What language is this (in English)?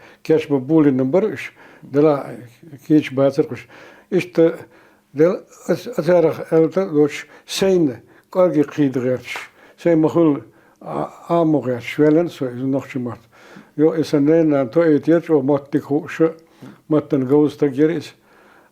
Chechen